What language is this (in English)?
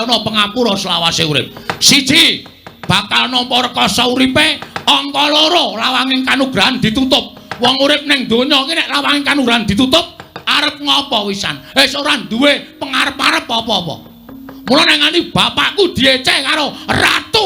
Javanese